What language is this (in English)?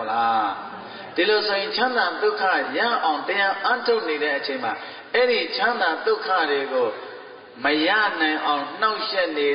Burmese